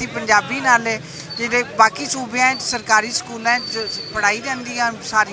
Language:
Western Panjabi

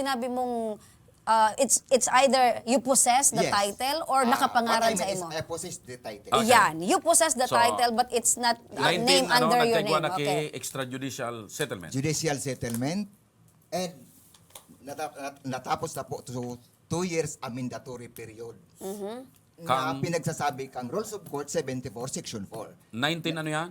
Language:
Bikol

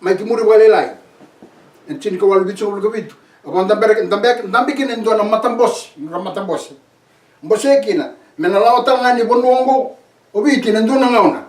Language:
Fijian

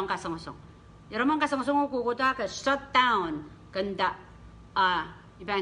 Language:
Pohnpeian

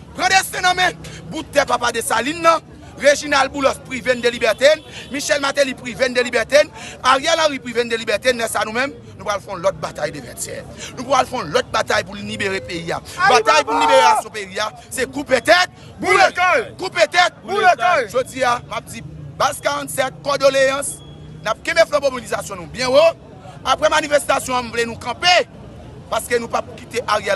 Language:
Haitian Creole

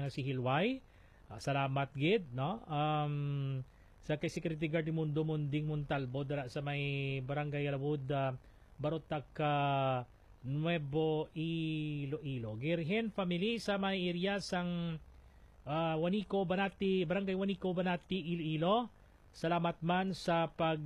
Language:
Hiligaynon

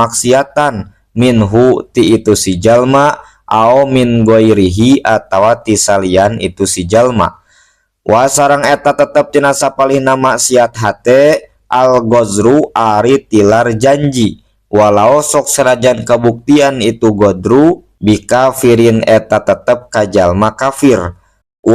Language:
Sundanese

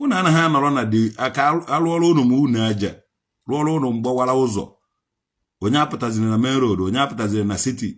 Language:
Igbo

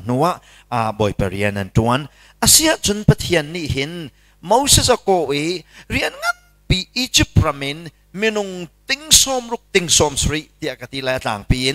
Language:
Hakha Chin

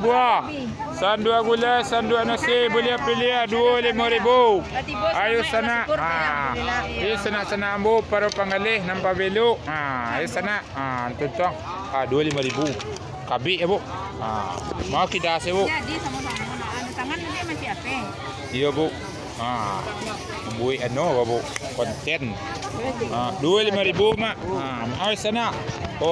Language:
Minangkabau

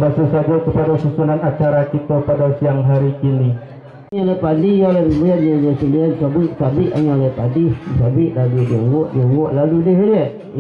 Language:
Minangkabau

